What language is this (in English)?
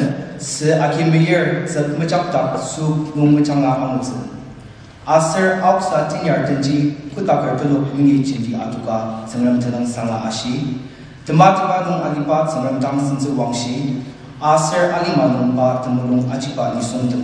Ao Naga